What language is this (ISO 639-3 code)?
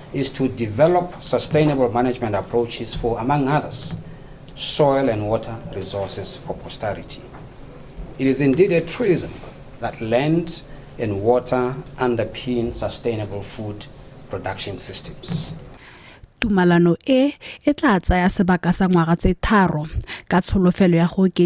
tsn